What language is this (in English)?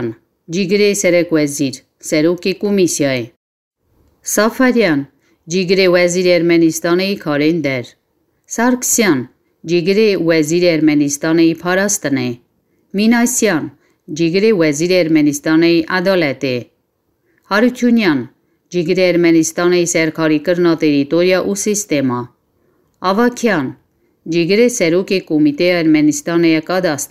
Kurdish